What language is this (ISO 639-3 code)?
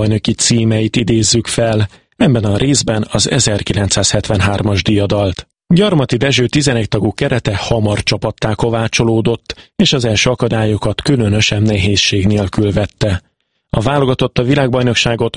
hun